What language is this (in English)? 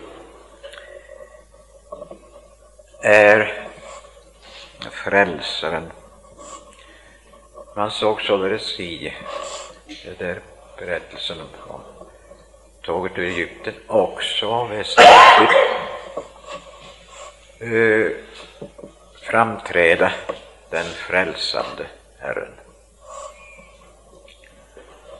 Swedish